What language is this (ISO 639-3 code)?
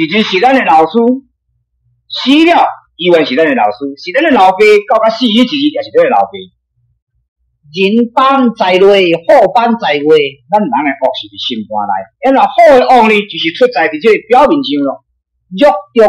nan